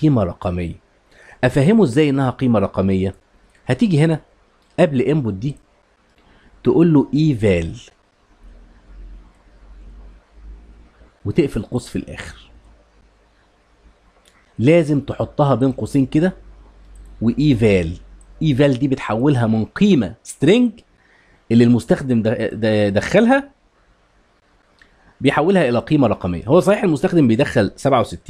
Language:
Egyptian Arabic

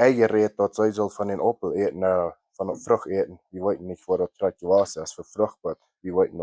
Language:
Plautdietsch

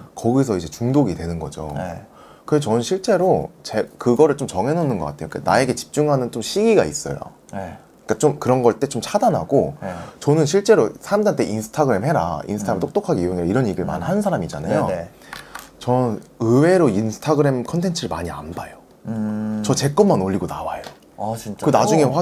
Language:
Korean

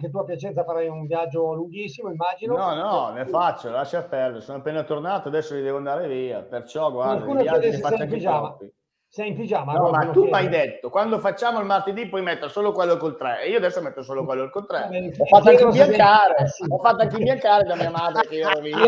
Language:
Italian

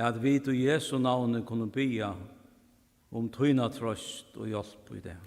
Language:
Faroese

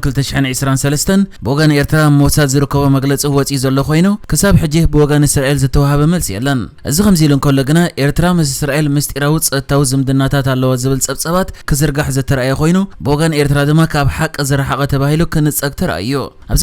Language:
Tigrinya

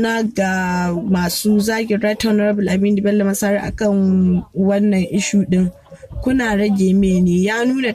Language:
Hausa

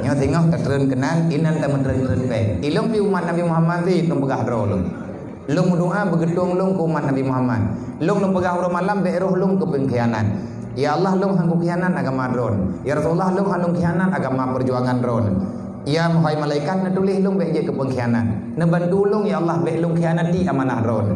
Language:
Achinese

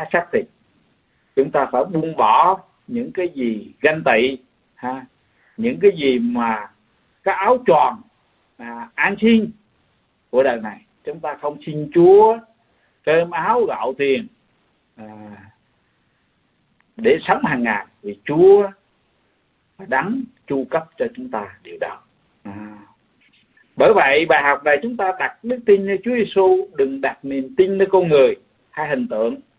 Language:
Vietnamese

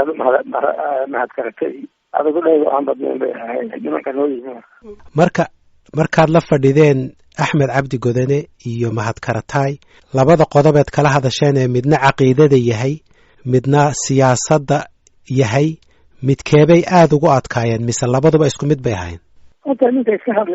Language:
Somali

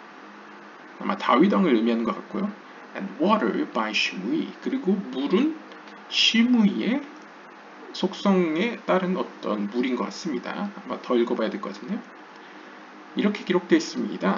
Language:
Korean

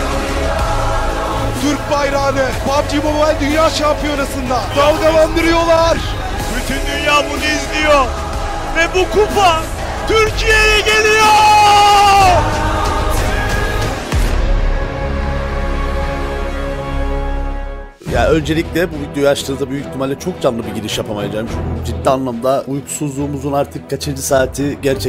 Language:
Turkish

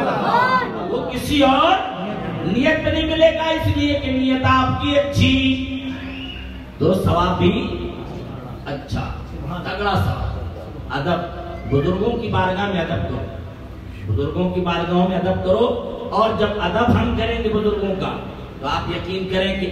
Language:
Urdu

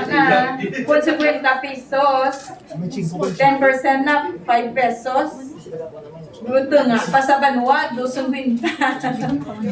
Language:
Hiligaynon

